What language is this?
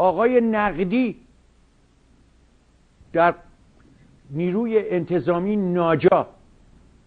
Persian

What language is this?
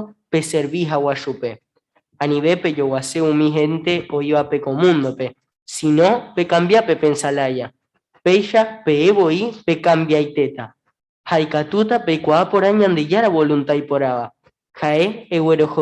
Guarani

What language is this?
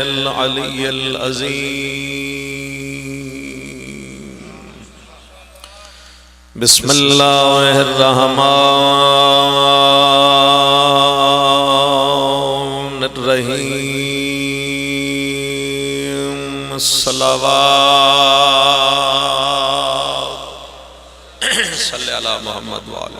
Pahari-Potwari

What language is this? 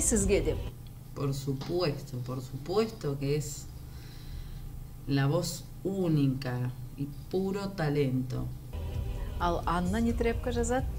Kazakh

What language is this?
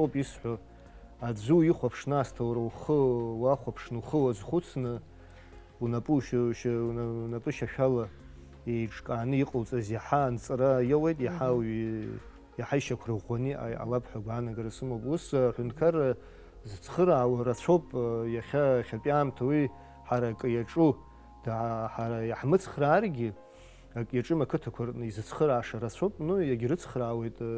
Abkhazian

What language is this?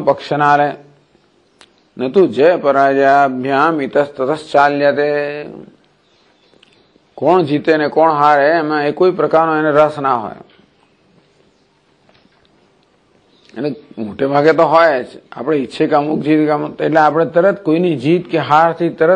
Gujarati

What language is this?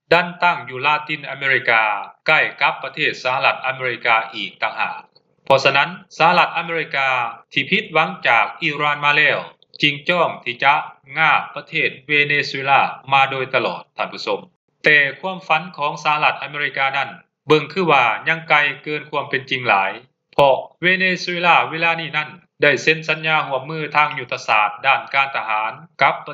Lao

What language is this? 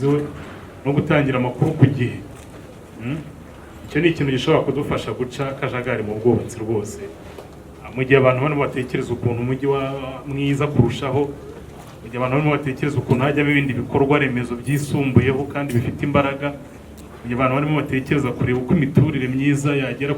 Kinyarwanda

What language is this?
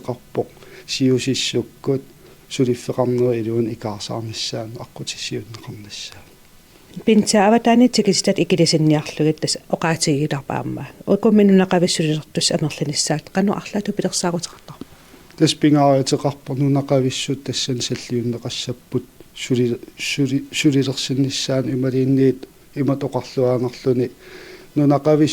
Kalaallisut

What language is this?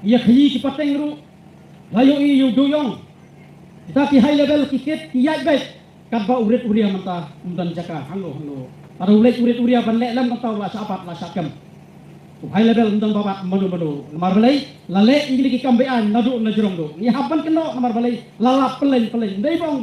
Khasi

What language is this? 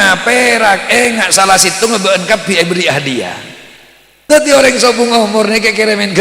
Madurese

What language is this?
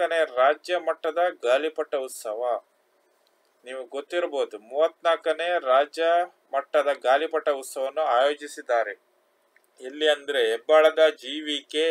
Kannada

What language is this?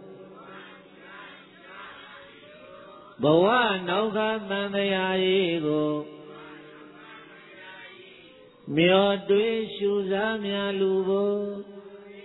Burmese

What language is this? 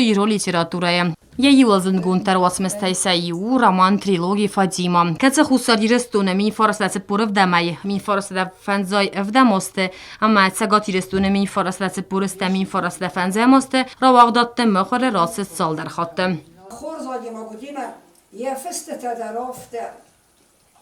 Ossetic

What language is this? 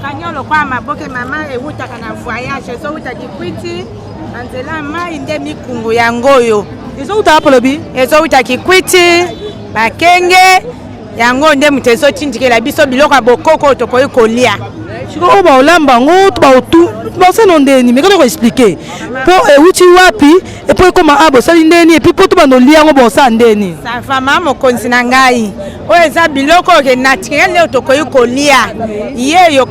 Lingala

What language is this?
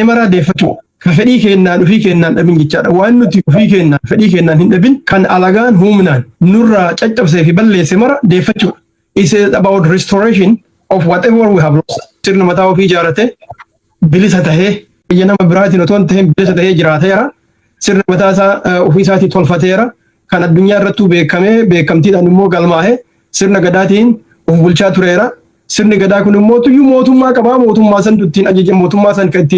Oromo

